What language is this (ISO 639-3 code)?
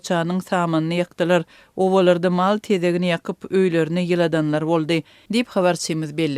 tuk